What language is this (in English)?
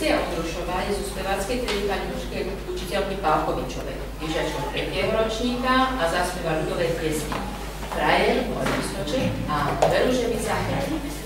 Slovak